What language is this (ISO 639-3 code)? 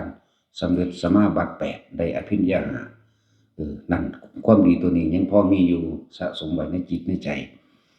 tts